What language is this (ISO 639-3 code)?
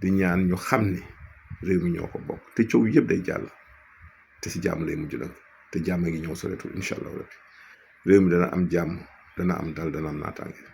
wol